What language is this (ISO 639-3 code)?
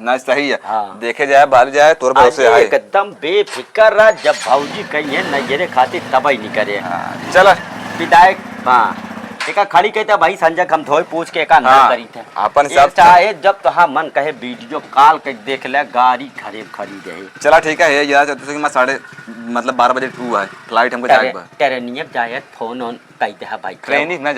awa